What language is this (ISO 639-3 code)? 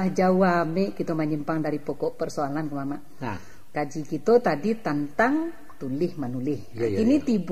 min